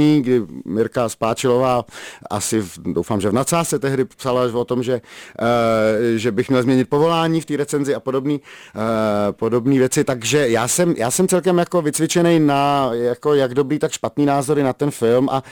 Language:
Czech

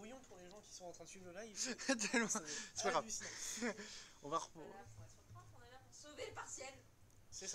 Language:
French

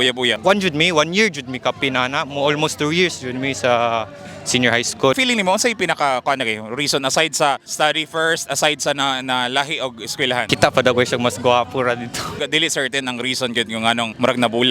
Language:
Cebuano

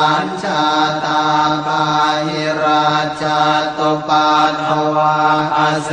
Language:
Pali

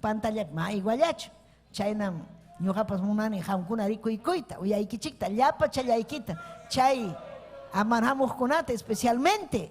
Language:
Ayacucho Quechua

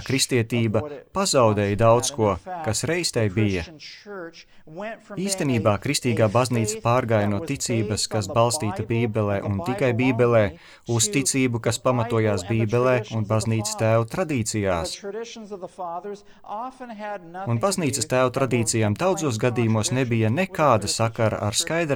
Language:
Latvian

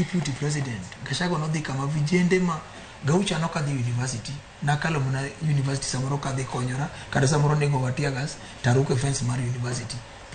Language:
Luo (Kenya and Tanzania)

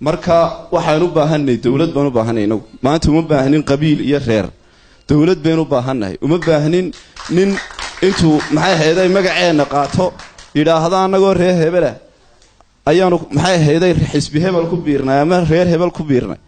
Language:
Somali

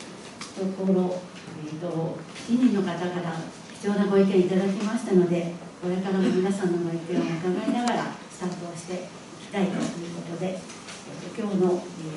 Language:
Japanese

